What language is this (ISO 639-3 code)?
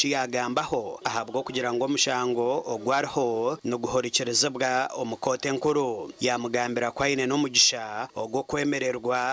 nyn